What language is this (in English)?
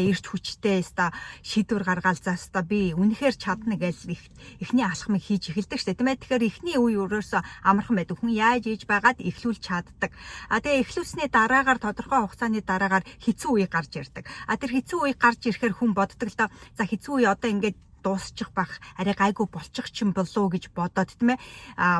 Mongolian